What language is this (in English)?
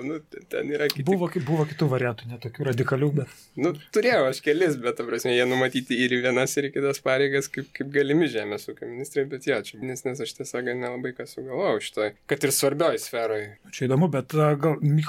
Lithuanian